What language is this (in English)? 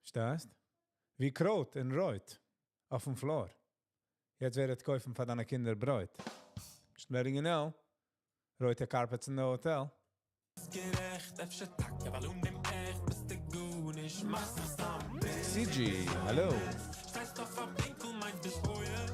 Yiddish